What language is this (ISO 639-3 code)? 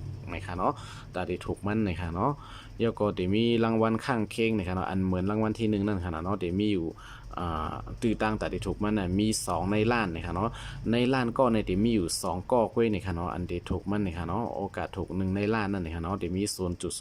shn